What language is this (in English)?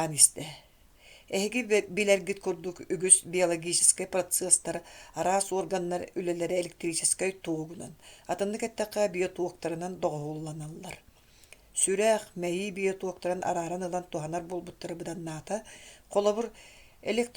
Yakut